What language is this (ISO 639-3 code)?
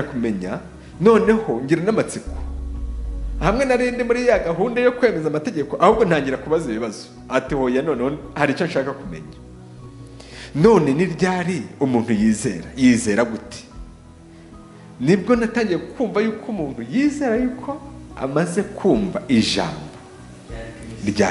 kin